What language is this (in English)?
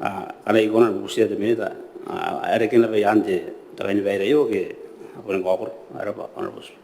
Gilbertese